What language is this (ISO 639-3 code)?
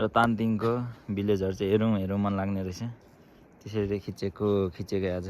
nep